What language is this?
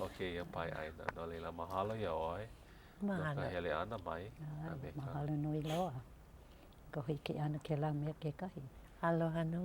Hawaiian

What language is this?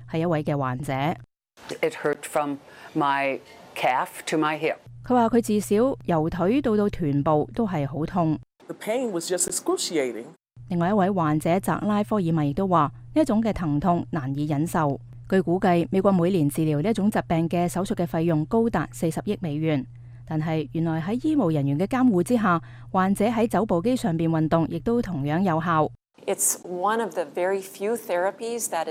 Cantonese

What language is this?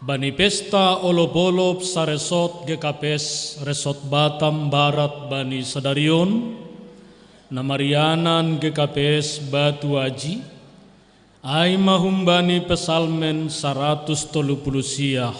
Batak Simalungun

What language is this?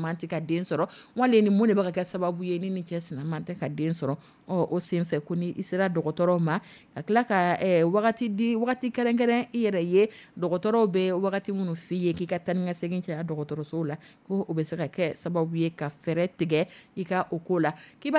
Dyula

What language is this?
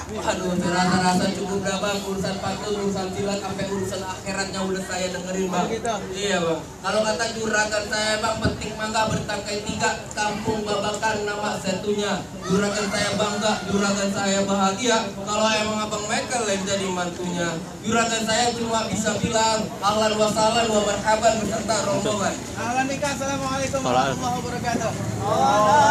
Betawi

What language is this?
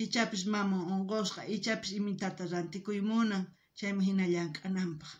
South Bolivian Quechua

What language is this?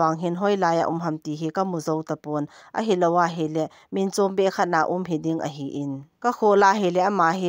Thado Chin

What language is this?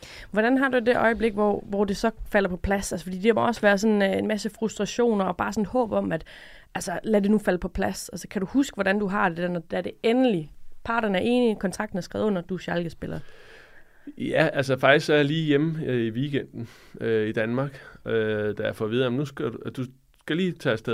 Danish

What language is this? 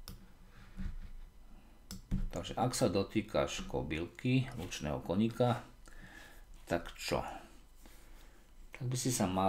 Slovak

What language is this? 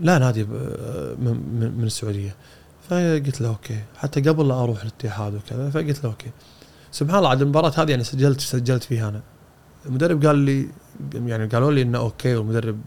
Gulf Arabic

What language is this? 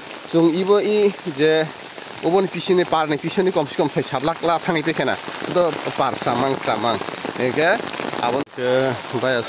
Kok Borok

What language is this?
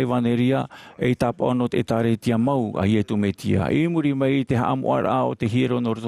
Tahitian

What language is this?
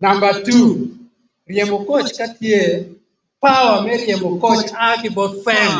Acoli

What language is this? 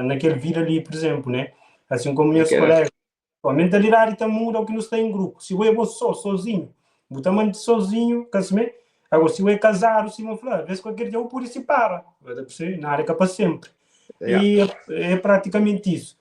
Kabuverdianu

